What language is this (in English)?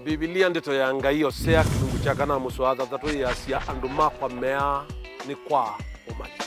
Kamba